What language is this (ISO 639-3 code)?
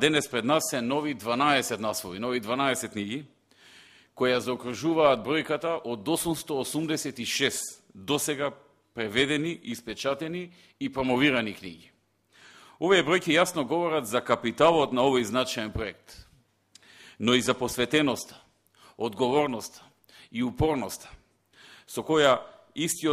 mkd